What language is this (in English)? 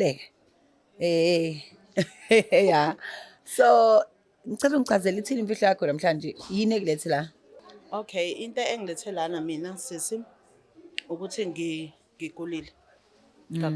Zulu